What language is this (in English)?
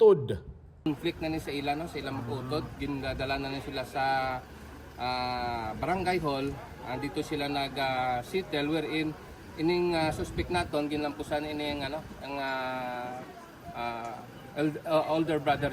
Hiligaynon